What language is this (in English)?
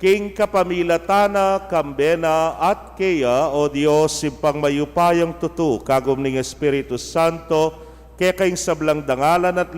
Pampanga